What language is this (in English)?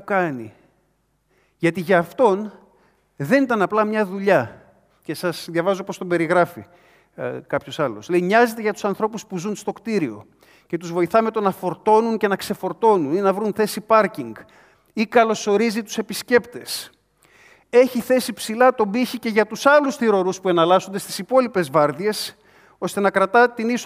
Greek